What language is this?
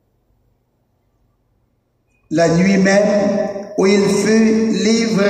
French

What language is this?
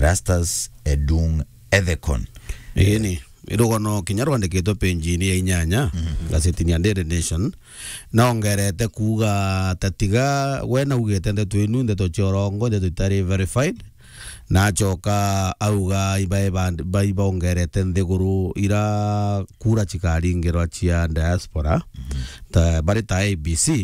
Meru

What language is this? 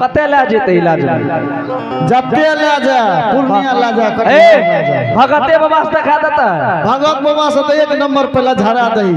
Angika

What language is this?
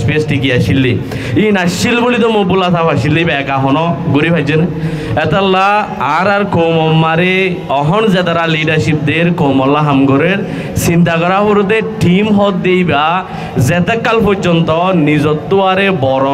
Rohingya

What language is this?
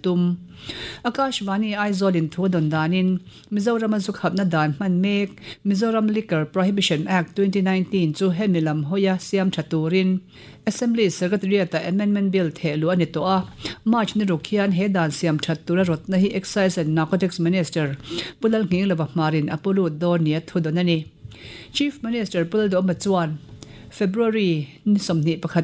Mizo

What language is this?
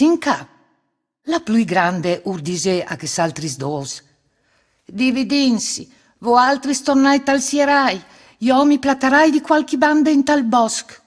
Friulian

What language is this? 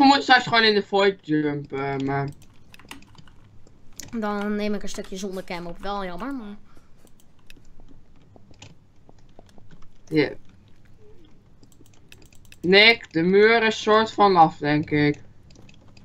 Dutch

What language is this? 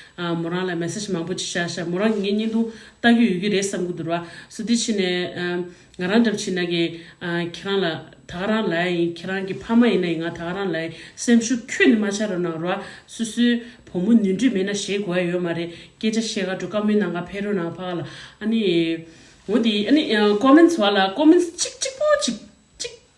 Tibetan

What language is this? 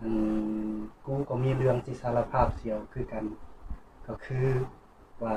Lao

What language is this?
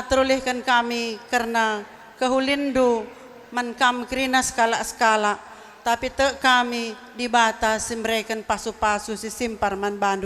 Batak Karo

